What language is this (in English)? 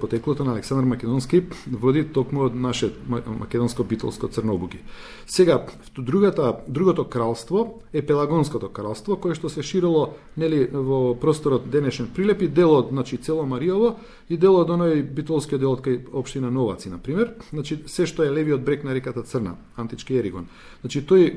Macedonian